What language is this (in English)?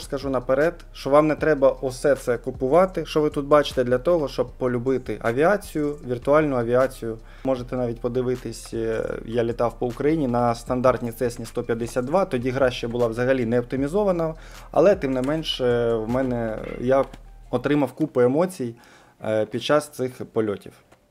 Ukrainian